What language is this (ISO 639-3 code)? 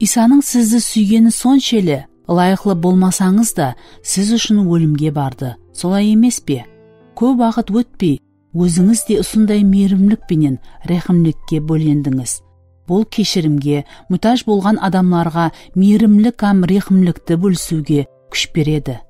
kaa